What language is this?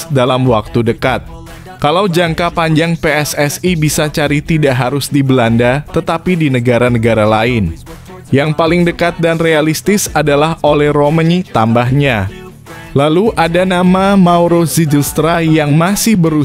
Indonesian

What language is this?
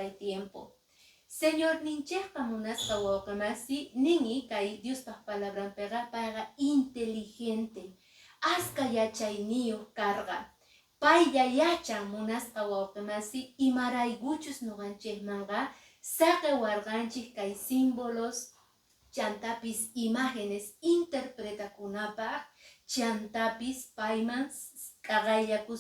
Quechua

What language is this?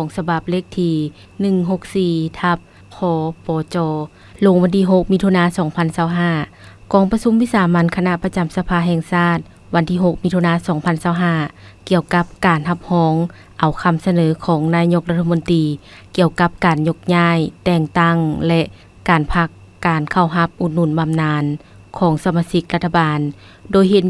Lao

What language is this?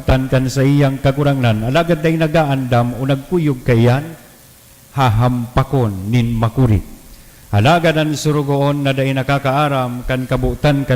Bikol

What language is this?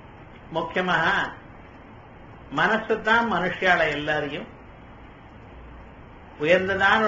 Tamil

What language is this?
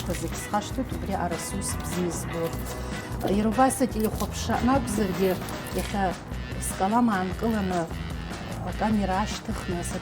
Abkhazian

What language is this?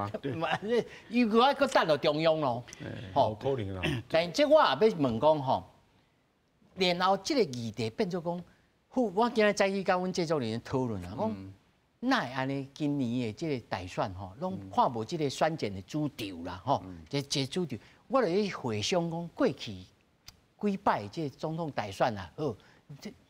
Min Nan Chinese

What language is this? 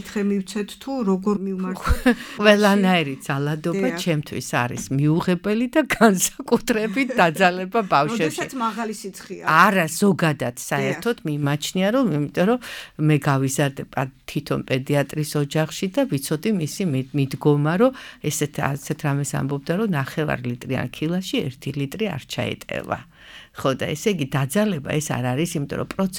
Georgian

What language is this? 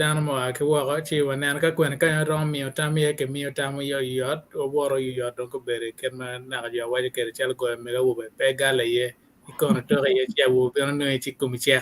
Acoli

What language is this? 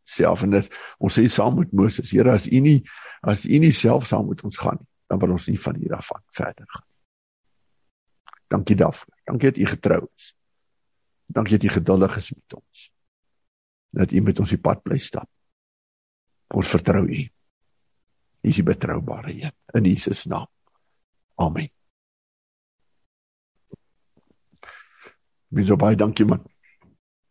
Afrikaans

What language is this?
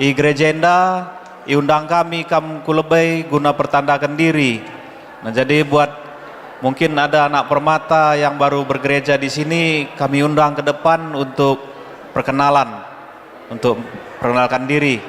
Batak Karo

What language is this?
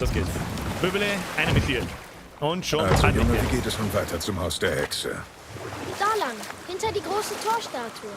Bavarian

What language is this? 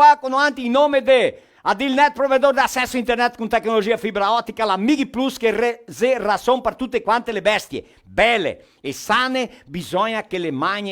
Venetian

